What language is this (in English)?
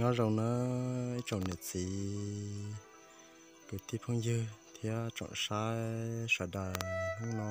Hmong